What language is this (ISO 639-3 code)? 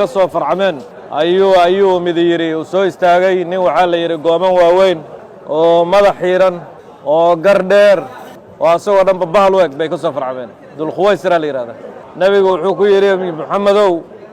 som